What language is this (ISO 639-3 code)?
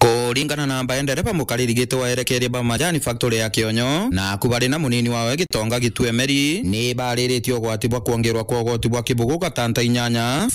mer